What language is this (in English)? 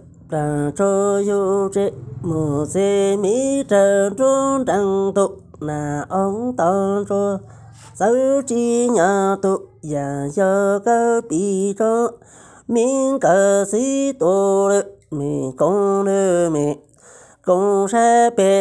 Hmong